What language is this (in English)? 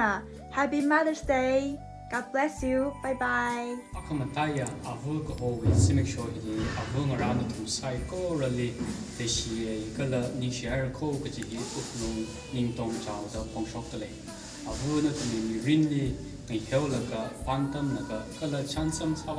Tangkhul Naga (India)